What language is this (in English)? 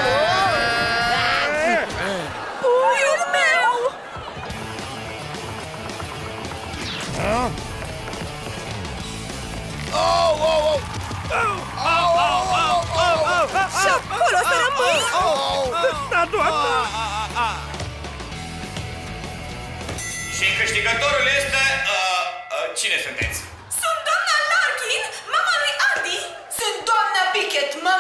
Romanian